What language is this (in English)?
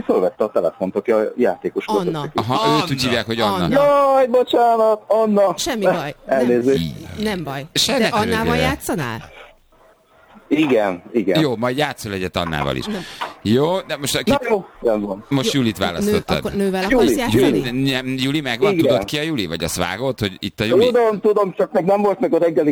Hungarian